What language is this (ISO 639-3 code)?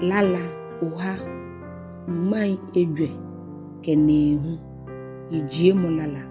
gaa